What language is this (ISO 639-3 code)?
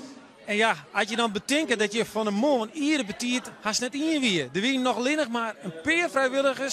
fry